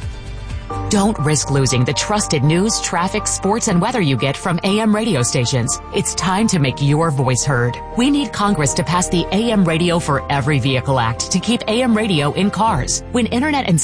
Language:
English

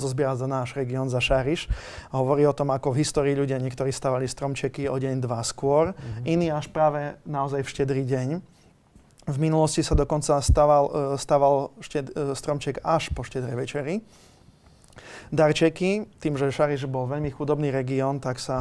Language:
Slovak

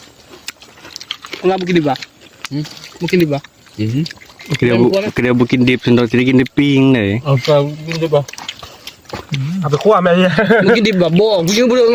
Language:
Northeastern Thai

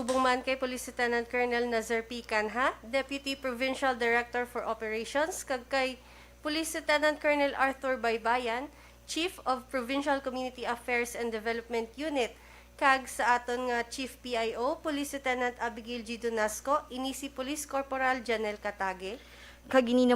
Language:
Hiligaynon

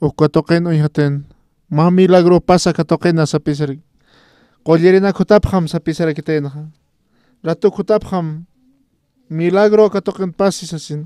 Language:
Aymara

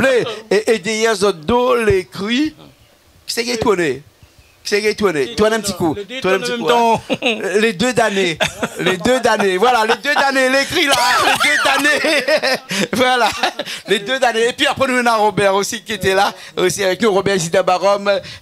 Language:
Réunion Creole French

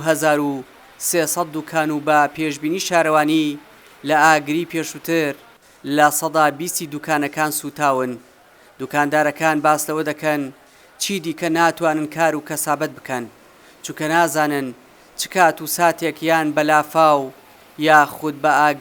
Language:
Central Kurdish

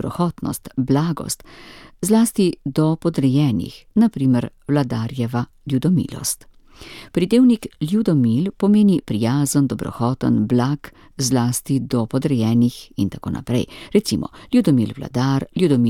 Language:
Slovenian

